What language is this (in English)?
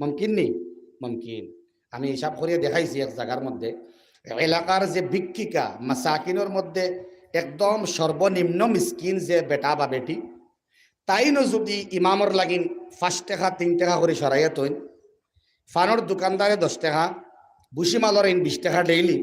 Sylheti